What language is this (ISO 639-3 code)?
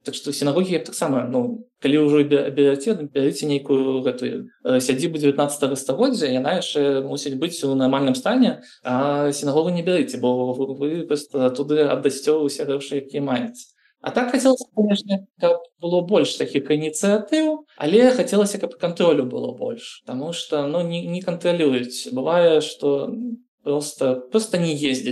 bel